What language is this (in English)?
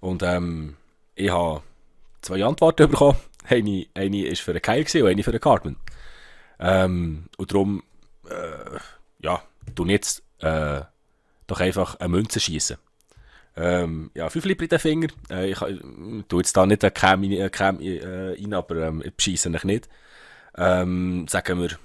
Swiss German